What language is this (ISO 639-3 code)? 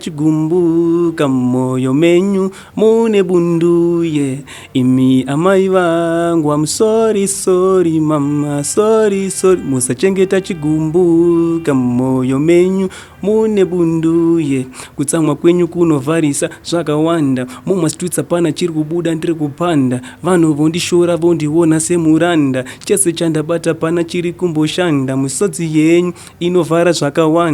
sna